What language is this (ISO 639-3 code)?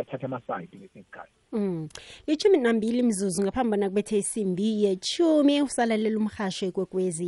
nbl